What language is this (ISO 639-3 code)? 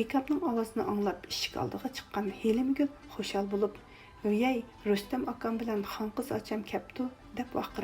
uig